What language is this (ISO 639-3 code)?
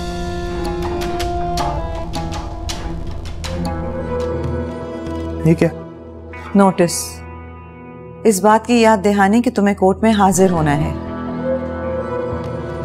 hin